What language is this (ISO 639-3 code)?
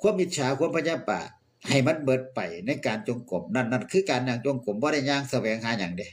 lao